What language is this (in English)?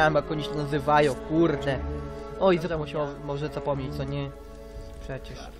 Polish